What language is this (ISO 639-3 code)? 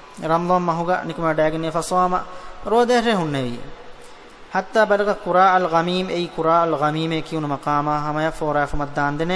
div